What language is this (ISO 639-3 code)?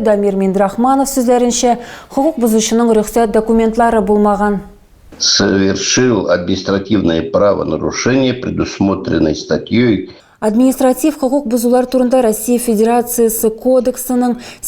tat